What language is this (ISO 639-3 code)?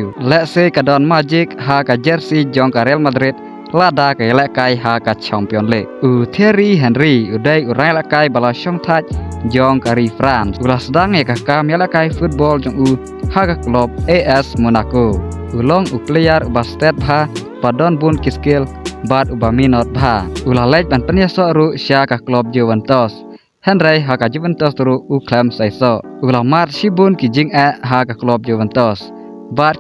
kha